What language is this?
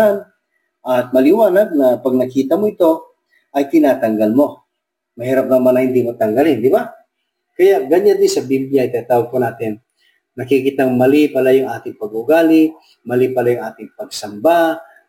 Filipino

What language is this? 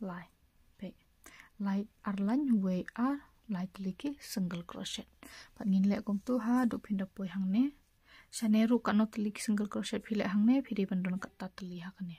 Khasi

